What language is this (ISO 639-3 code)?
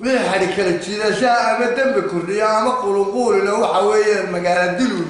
som